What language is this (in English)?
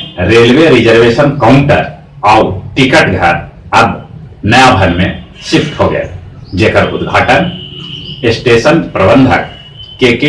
Magahi